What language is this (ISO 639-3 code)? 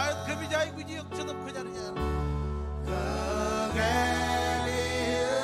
mah